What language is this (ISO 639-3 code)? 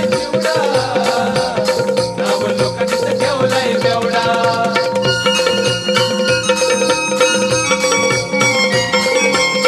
mar